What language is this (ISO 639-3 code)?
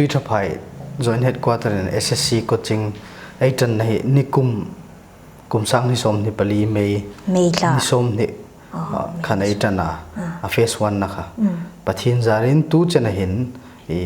hmr